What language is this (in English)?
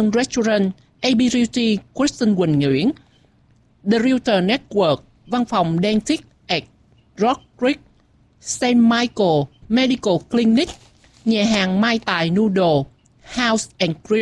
Vietnamese